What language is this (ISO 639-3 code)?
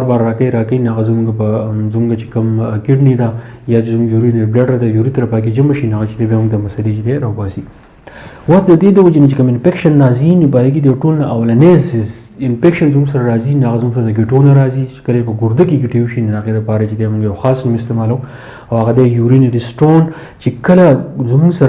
pus